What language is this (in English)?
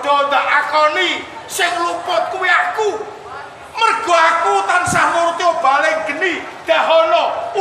Javanese